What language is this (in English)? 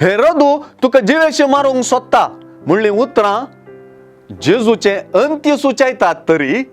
Konkani